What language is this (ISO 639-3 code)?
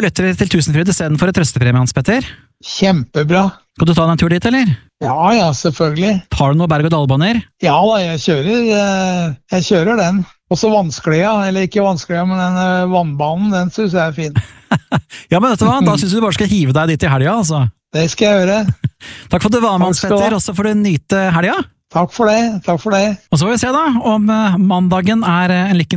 nor